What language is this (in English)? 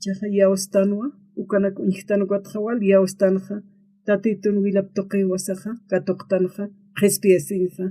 Aymara